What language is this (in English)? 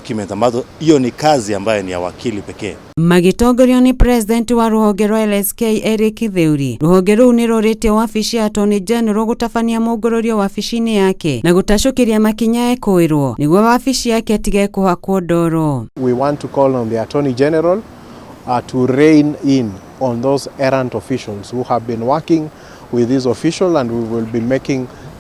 Kikuyu